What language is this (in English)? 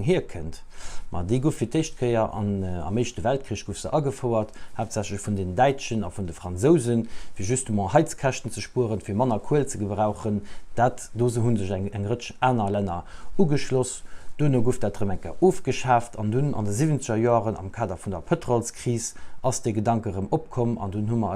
Luxembourgish